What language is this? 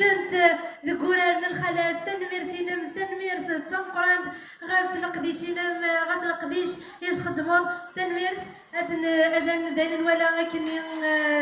Kabyle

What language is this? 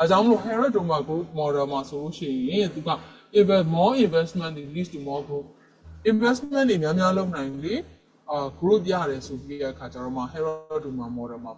Burmese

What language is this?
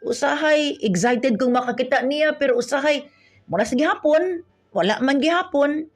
Cebuano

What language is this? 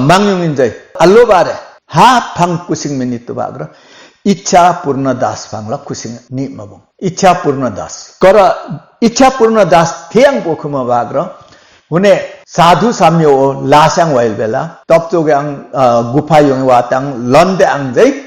Limbu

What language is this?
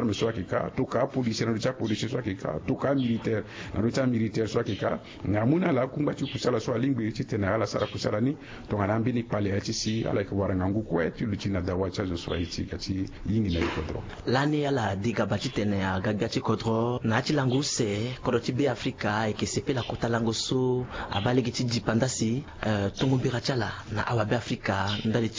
Sango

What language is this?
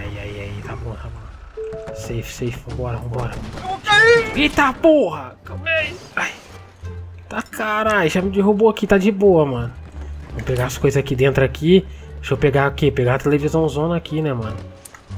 Portuguese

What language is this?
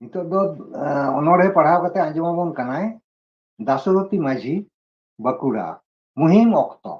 Santali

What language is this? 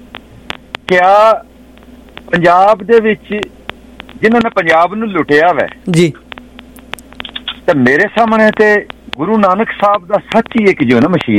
Punjabi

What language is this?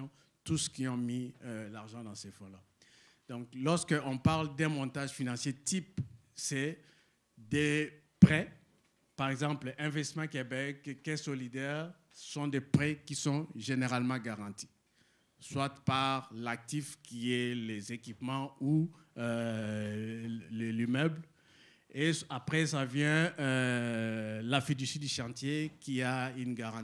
French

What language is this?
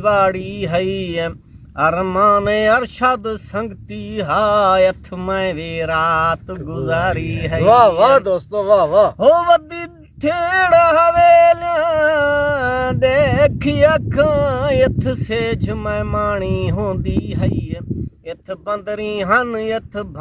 Saraiki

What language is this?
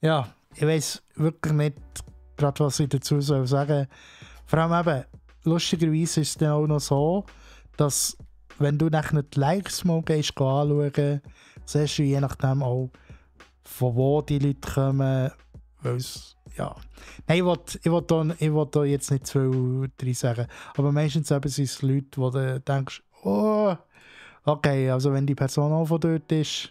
Swiss German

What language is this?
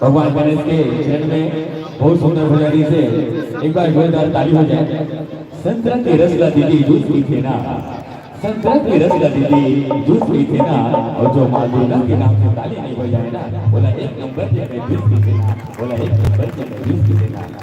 Chhattisgarhi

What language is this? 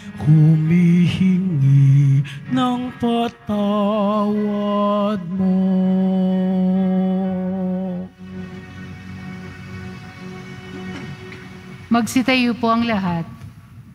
Filipino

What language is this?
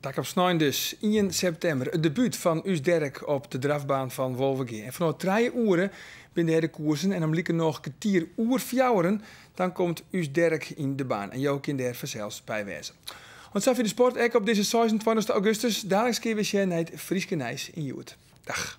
Western Frisian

